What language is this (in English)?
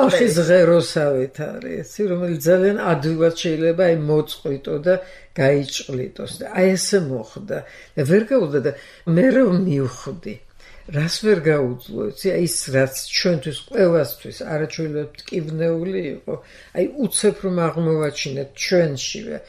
Georgian